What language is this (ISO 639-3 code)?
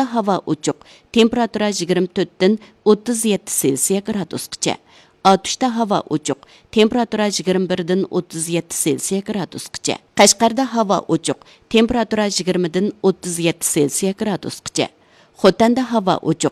uig